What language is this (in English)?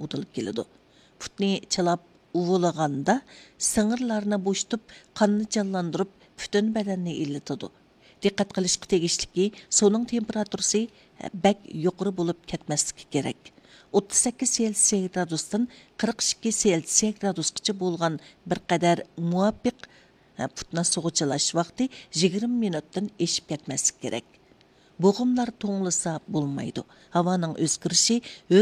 Uyghur